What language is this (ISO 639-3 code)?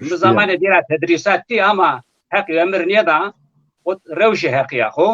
zza